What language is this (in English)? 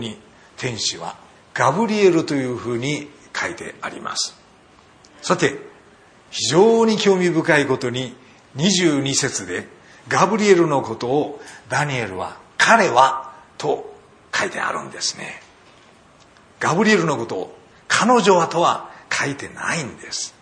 Japanese